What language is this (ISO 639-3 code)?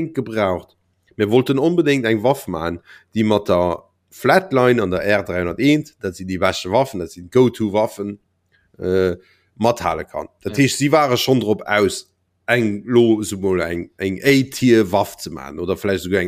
ltz